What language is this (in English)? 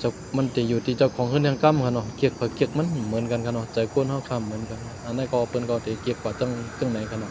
Shan